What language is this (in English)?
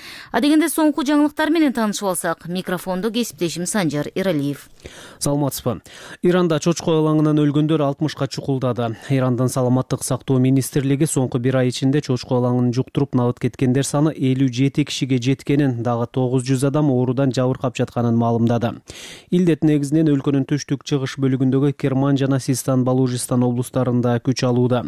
Kyrgyz